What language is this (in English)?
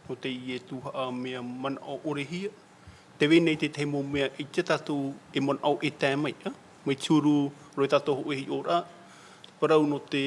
Tahitian